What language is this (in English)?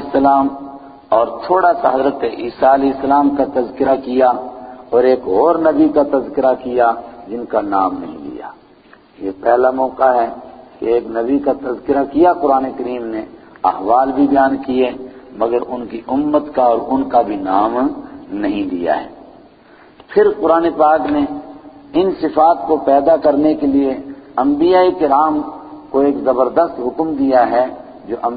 Urdu